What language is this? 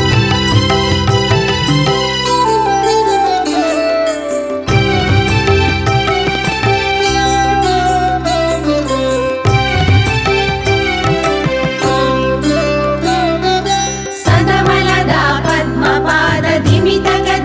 Kannada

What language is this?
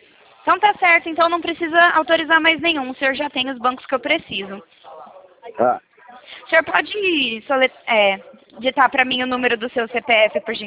Portuguese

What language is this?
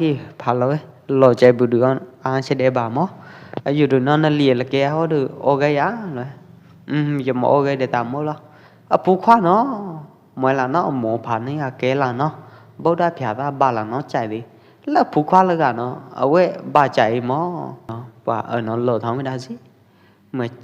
Pwo Eastern Karen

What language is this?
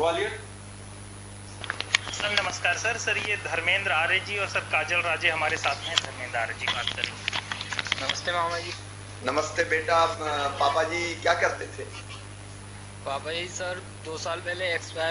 Hindi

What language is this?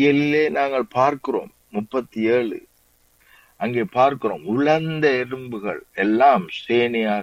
Tamil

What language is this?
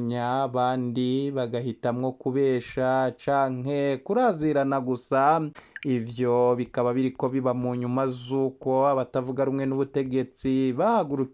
Rundi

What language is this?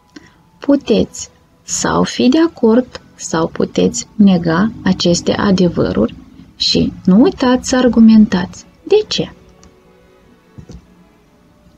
Romanian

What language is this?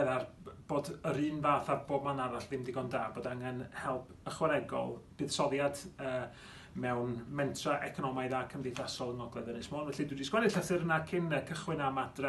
Welsh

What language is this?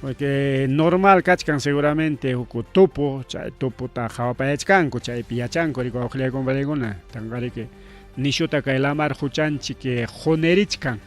Ayacucho Quechua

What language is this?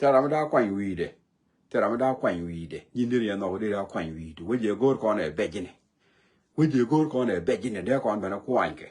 Nuer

